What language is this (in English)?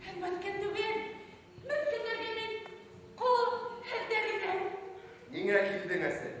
Bashkir